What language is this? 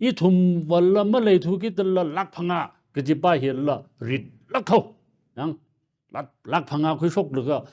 Tangkhul Naga (India)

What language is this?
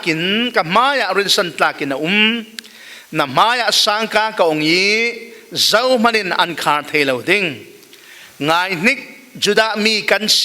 Falam Chin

